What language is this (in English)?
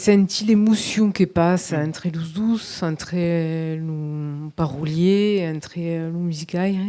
Occitan